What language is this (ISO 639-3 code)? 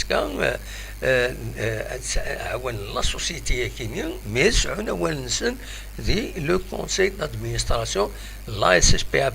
kab